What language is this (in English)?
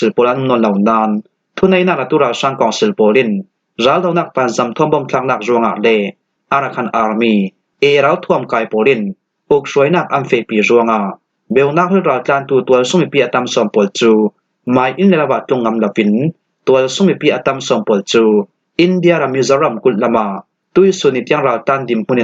Falam Chin